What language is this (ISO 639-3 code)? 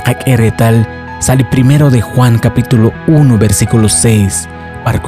kek